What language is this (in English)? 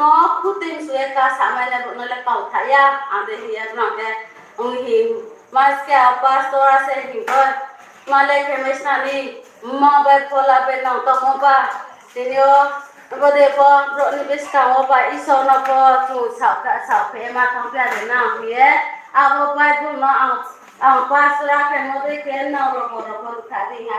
Riang (India)